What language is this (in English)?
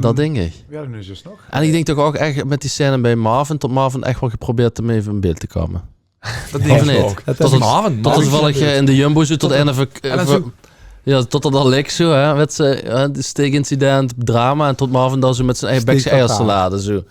Limburgish